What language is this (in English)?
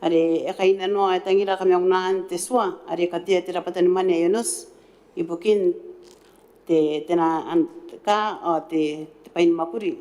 Gilbertese